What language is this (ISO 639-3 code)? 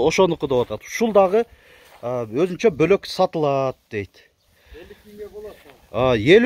kir